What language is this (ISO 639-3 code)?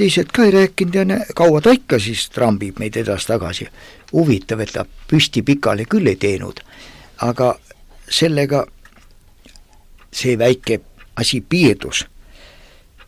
est